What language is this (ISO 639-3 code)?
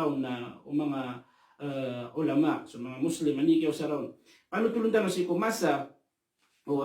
mrw